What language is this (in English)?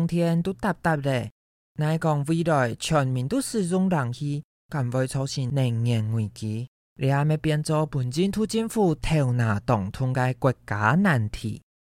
Hakka Chinese